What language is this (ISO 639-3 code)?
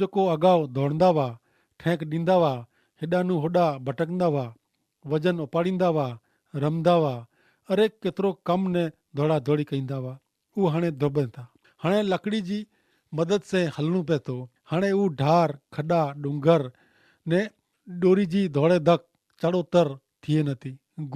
kfr